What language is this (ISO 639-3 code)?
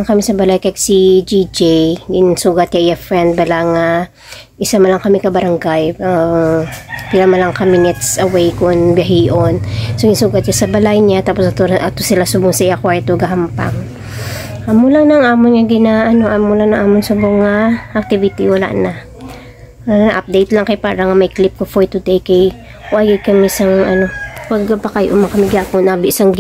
hil